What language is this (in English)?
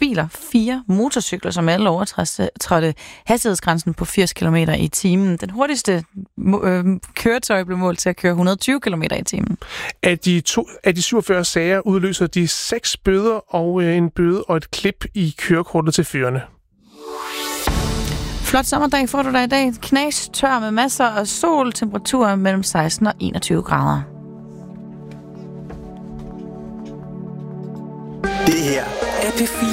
Danish